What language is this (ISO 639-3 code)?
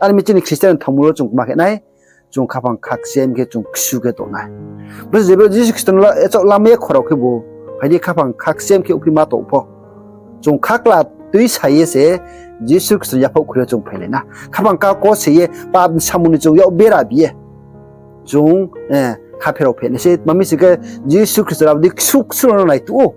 ria